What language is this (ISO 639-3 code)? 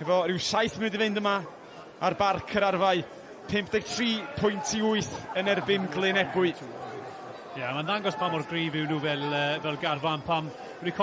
cym